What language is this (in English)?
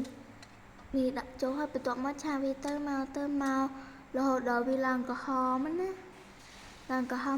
Khmer